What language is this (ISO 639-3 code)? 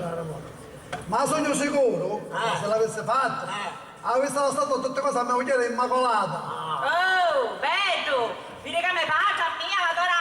scn